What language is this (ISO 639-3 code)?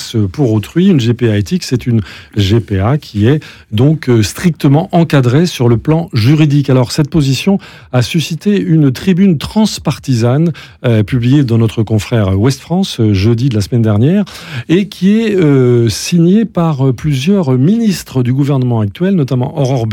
fra